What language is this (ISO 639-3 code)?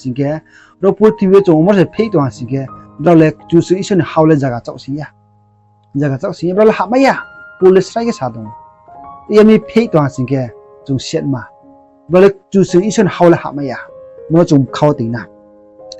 ria